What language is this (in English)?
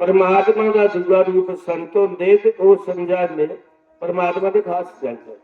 Dogri